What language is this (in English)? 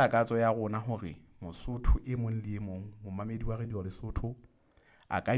Southern Sotho